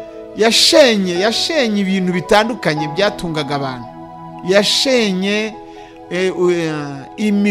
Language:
Kinyarwanda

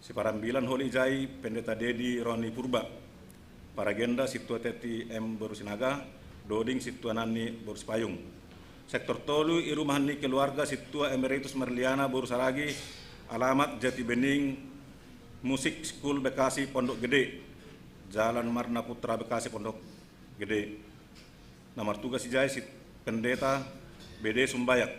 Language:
Batak Simalungun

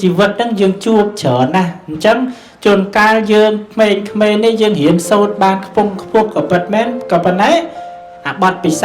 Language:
Khmer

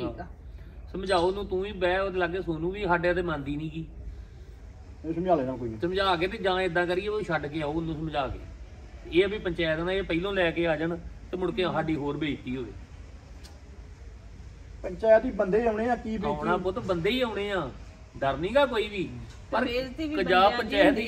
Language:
Punjabi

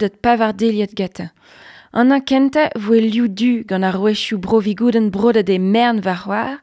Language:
Breton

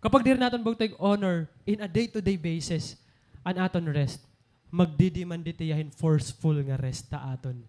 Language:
Waray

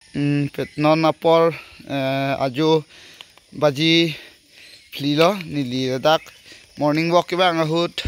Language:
Karbi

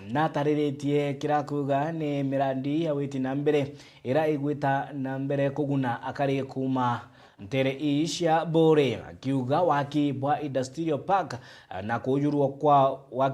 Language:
Meru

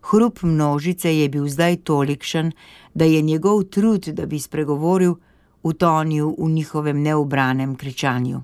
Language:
Slovenian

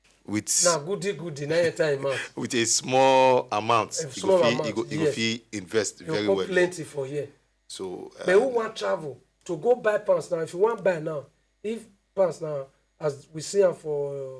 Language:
Nigerian Pidgin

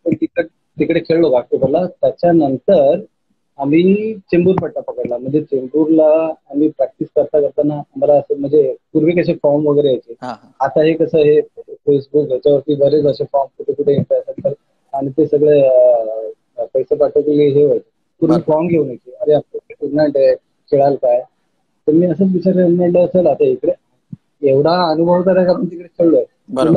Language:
Marathi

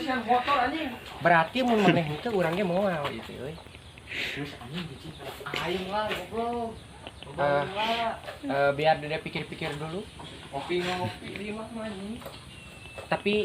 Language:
Sundanese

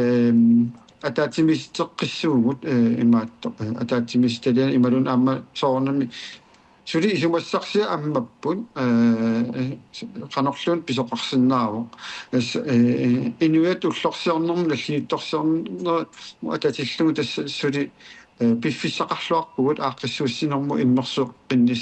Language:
Kalaallisut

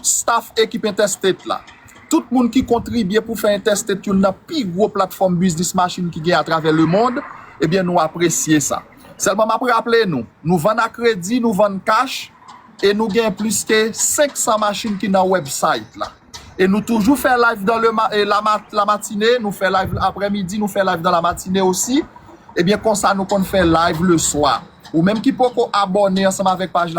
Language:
Haitian Creole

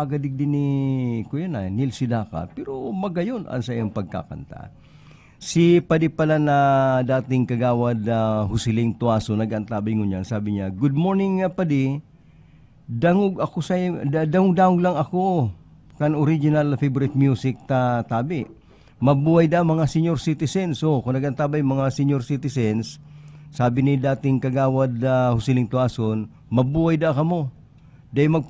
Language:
Bikol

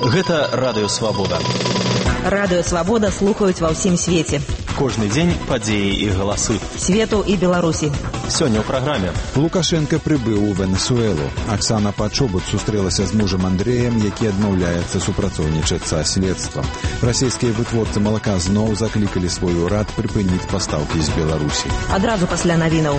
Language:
Belarusian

